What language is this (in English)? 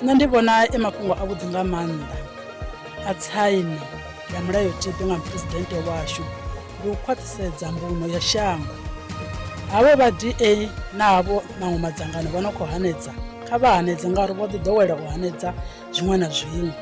Venda